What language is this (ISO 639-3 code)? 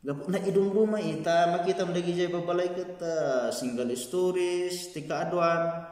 ilo